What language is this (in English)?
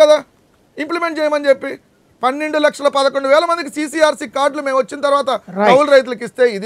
Telugu